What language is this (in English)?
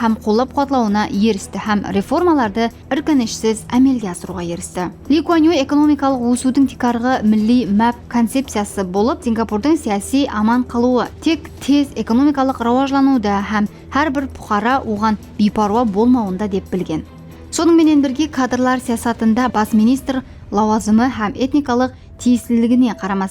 Kara-Kalpak